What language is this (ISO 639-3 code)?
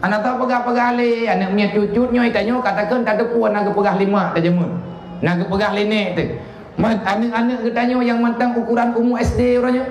ace